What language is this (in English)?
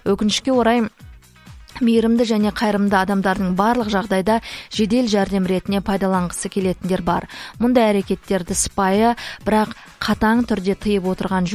Kazakh